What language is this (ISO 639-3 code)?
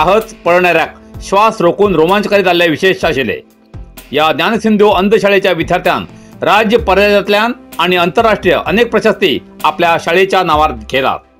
kok